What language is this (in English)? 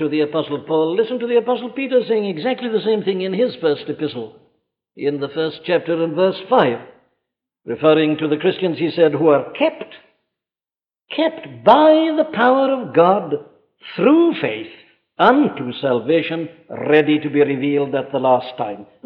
English